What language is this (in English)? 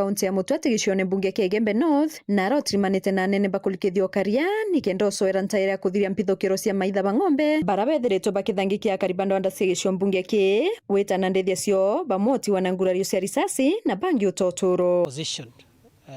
Meru